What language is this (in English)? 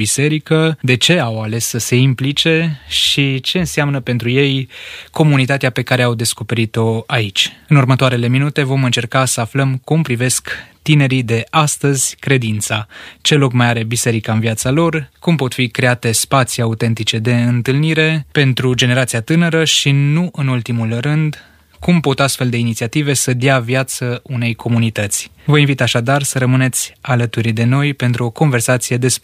Romanian